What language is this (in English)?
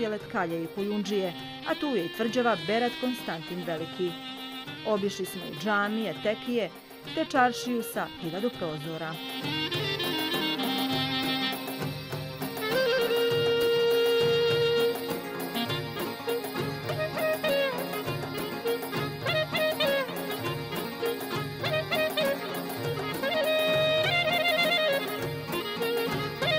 Bosnian